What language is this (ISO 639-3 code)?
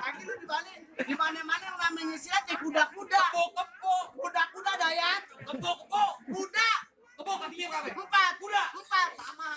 bew